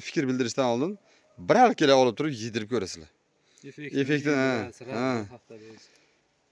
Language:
Uzbek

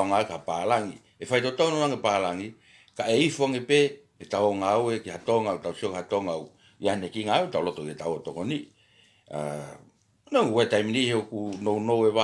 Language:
Tongan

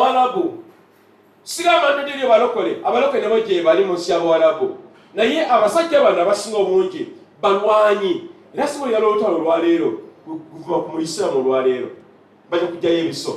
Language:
Ganda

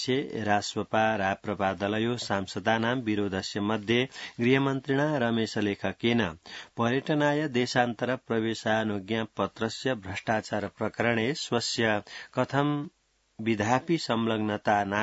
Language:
Sanskrit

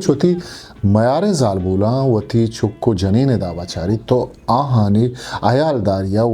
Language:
Eastern Balochi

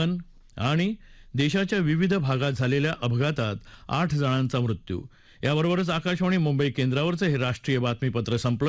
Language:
Marathi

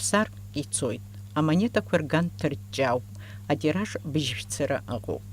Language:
Abkhazian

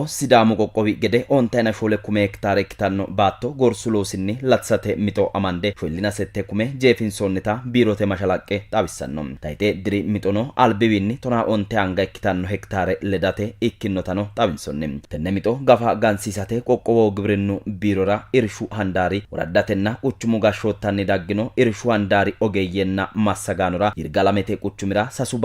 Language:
Sidamo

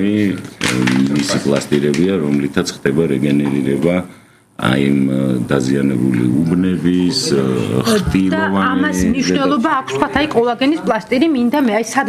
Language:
Georgian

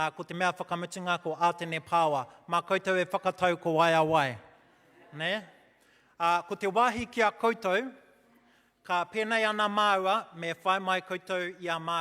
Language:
Māori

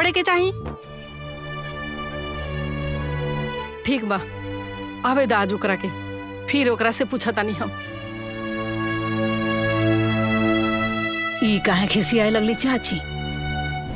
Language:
Bhojpuri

